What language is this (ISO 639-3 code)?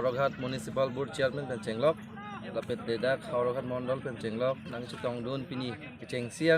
mjw